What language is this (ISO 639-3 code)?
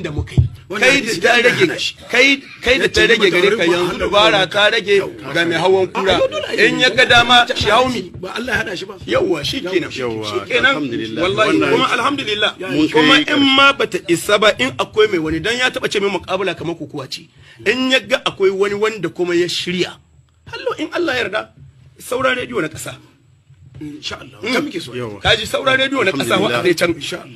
hau